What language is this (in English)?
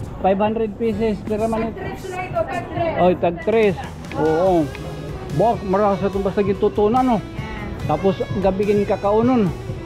Waray